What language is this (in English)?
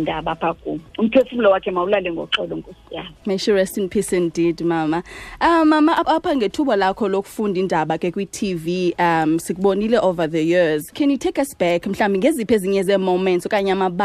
Xhosa